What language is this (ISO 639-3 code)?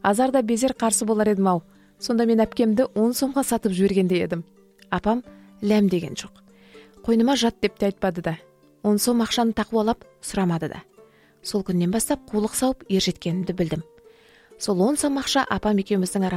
kaz